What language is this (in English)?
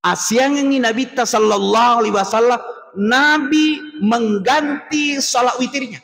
Buginese